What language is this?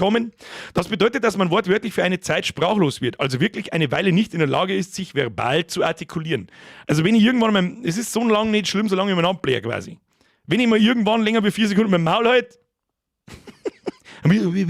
Bavarian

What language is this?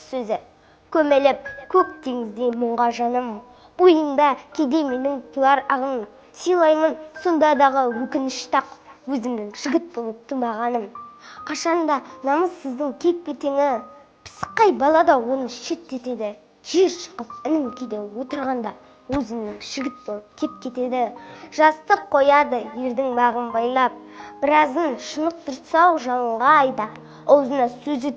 Kazakh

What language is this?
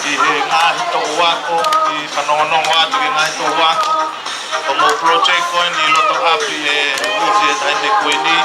Tongan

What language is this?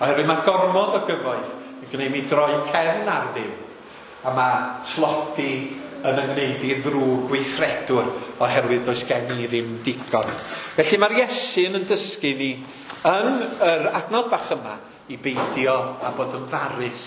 Welsh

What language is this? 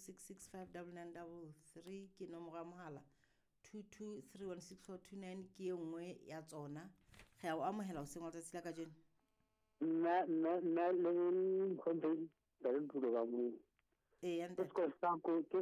Southern Sotho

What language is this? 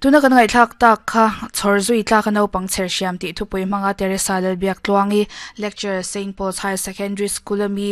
Mizo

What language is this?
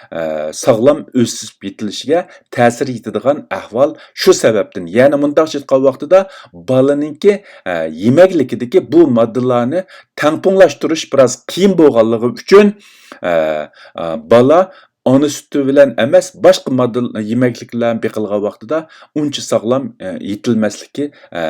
Uyghur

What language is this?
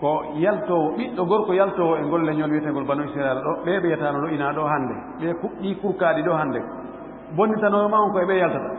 Fula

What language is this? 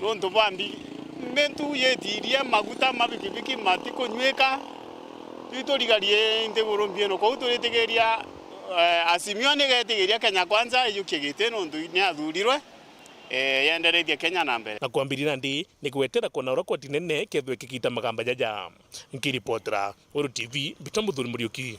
Meru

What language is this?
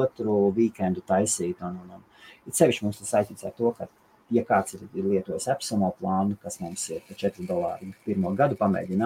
Latvian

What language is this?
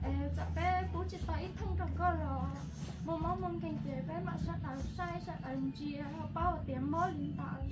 Hmong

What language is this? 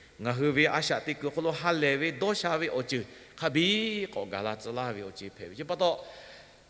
Lahu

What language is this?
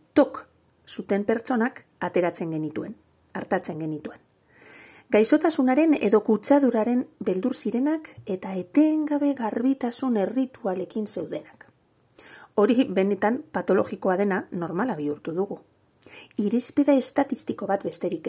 Basque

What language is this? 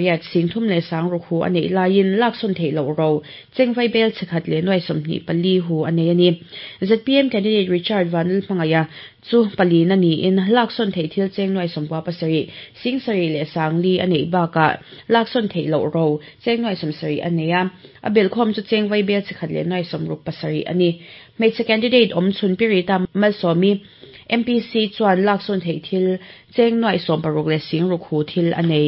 Mizo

